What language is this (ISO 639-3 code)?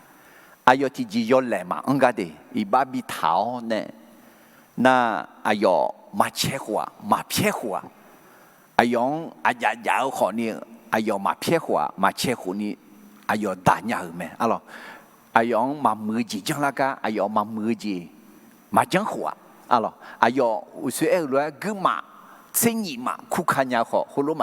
ahk